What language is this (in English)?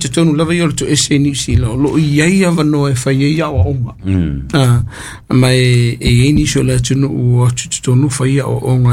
Samoan